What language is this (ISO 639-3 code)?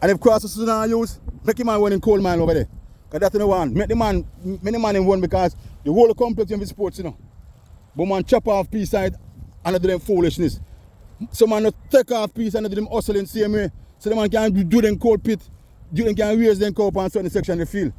jam